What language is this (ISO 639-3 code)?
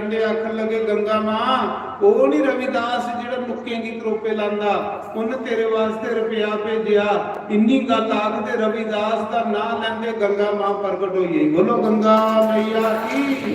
doi